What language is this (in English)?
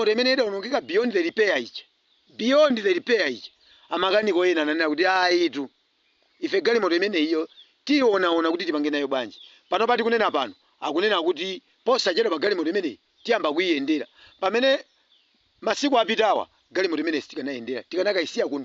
Nyanja